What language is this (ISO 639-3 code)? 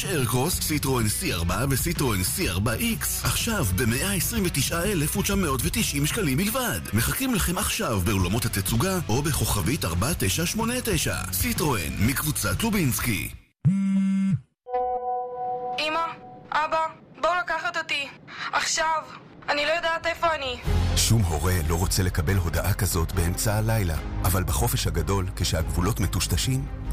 heb